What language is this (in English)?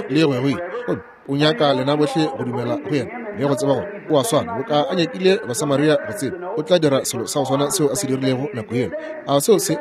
Northern Sotho